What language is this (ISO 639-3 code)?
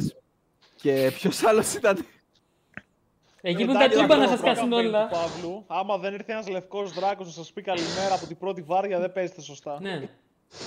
ell